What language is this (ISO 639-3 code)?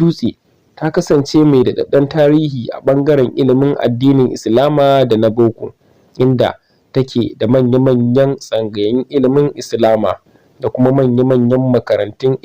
hau